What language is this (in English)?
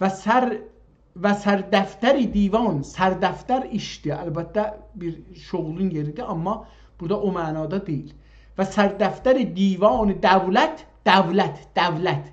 South Azerbaijani